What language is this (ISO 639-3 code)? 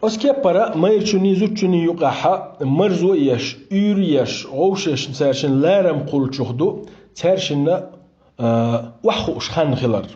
che